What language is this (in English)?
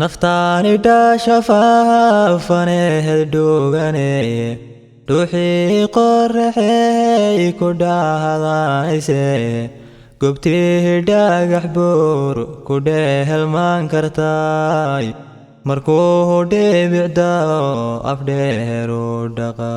Somali